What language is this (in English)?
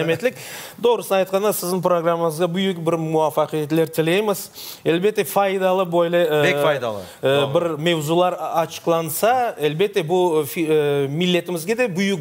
Crimean Tatar